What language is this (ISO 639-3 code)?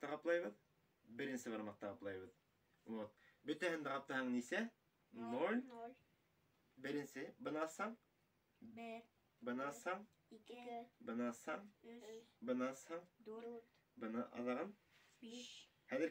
bak